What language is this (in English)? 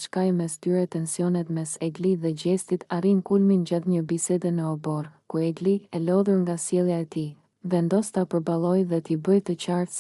Albanian